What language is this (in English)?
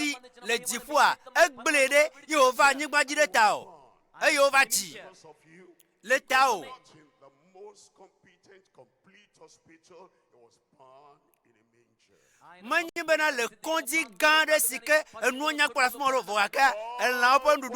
Ewe